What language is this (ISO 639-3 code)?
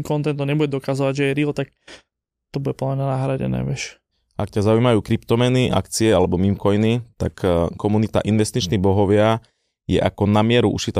slk